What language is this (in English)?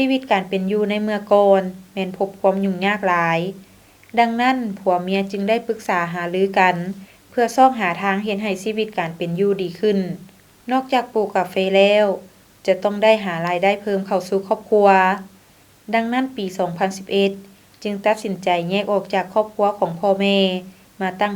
Lao